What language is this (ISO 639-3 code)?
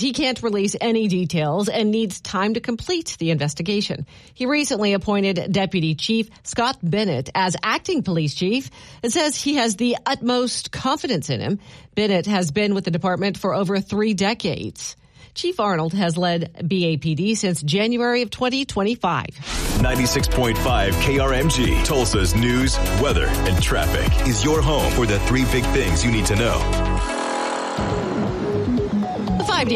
eng